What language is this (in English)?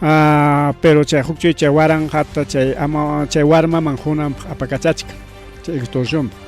Ayacucho Quechua